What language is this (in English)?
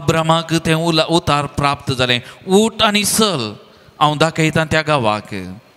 Konkani